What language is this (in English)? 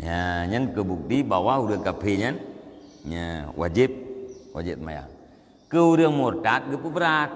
Achinese